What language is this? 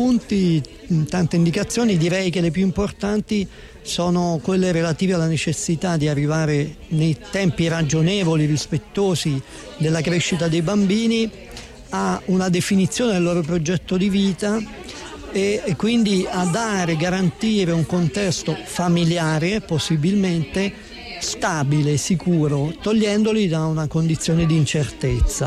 Italian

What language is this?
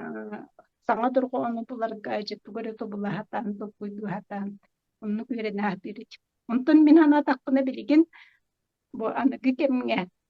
Yakut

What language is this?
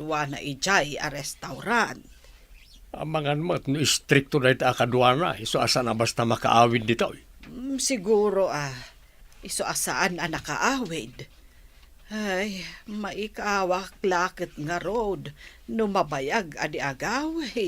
Iloko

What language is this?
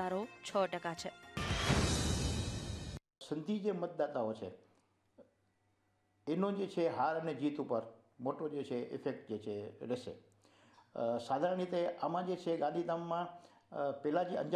Gujarati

